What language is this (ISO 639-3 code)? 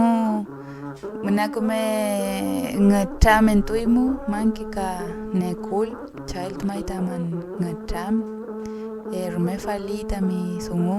arn